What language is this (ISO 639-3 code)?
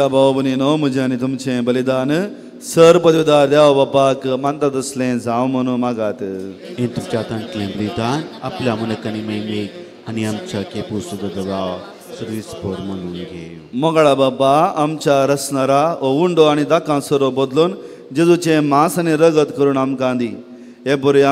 kok